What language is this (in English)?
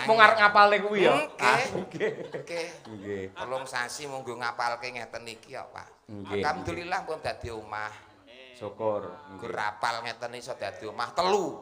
Javanese